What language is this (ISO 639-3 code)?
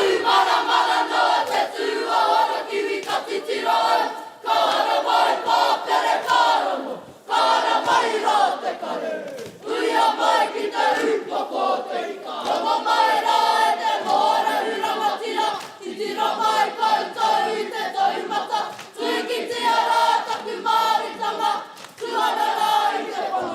mri